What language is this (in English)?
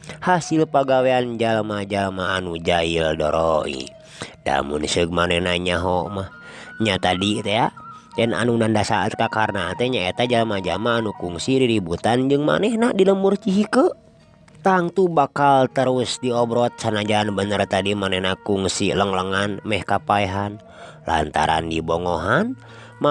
Sundanese